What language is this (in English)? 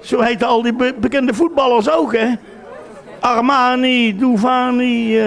Limburgish